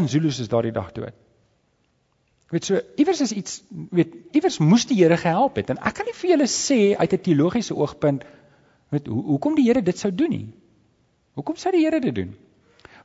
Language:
Afrikaans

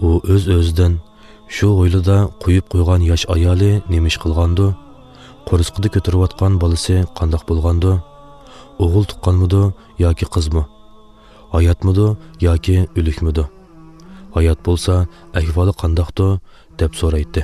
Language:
Uyghur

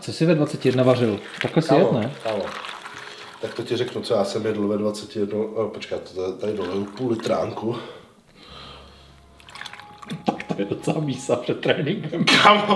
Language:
Czech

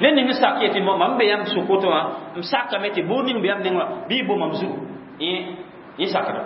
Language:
Mossi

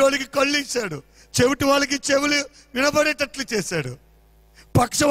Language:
Telugu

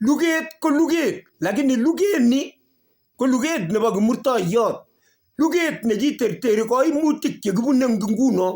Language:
Kalenjin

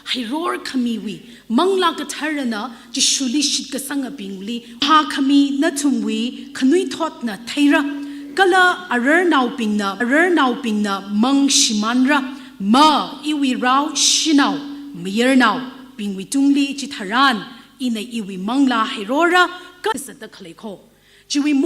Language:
Tangkhul Naga (India)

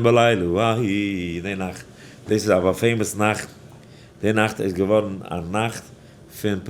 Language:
Yiddish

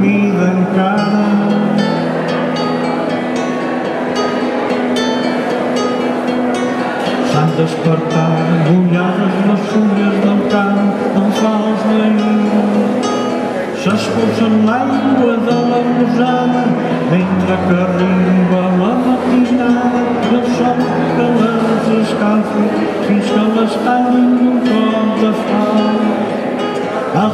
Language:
Catalan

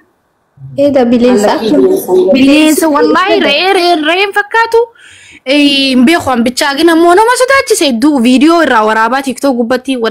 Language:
Oromo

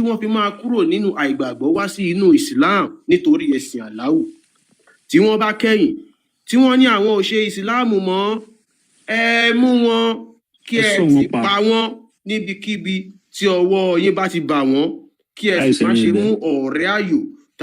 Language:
Yoruba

